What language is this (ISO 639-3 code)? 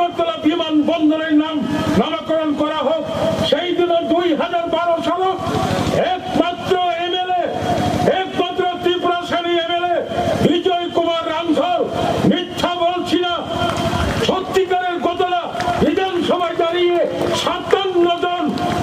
trp